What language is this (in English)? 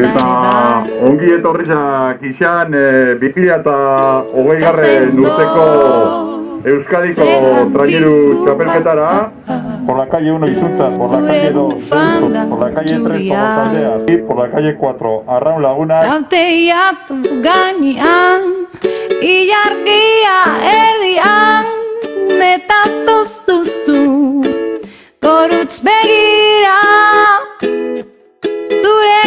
Basque